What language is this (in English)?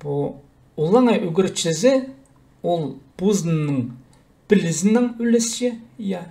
Khakas